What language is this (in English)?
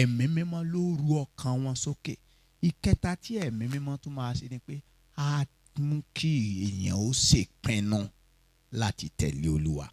Yoruba